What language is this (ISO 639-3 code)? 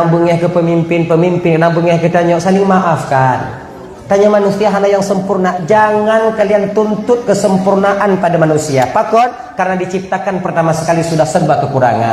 ace